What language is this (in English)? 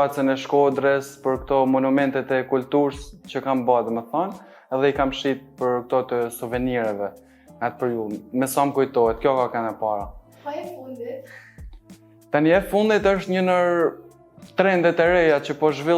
Albanian